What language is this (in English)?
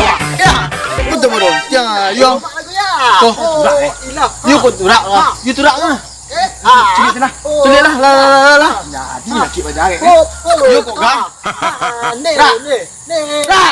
Minangkabau